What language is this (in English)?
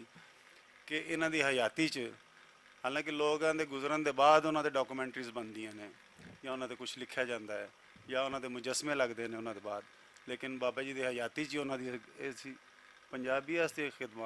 Western Panjabi